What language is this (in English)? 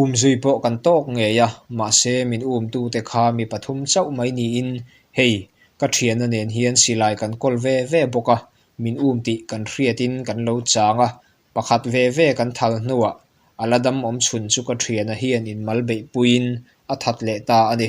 Mizo